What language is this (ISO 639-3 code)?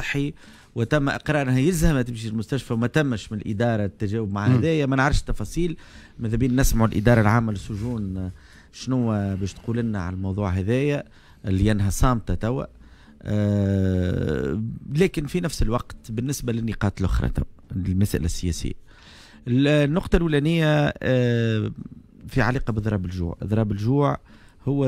aeb